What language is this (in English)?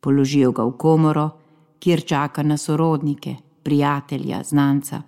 Slovenian